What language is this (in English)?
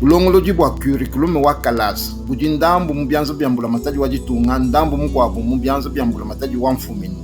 Luba-Lulua